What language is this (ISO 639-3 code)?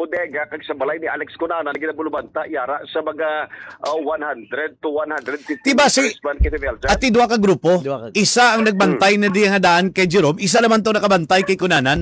hil